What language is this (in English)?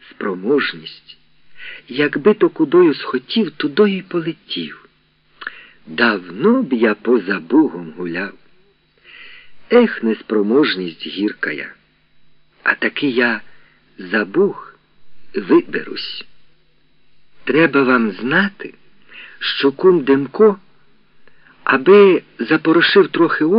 Ukrainian